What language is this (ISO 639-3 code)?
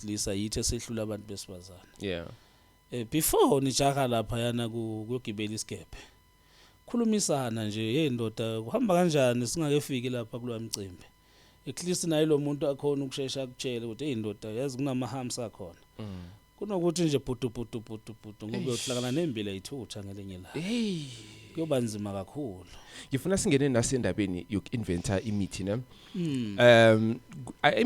zul